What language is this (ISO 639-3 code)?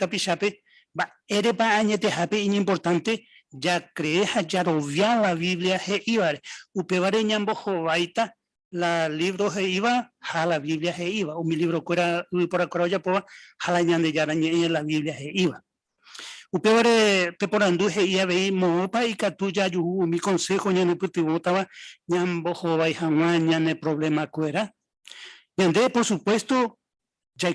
grn